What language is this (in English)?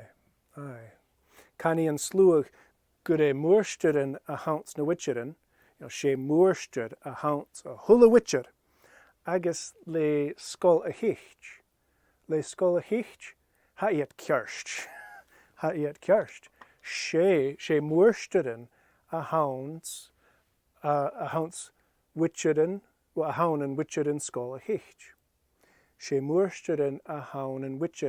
Scottish Gaelic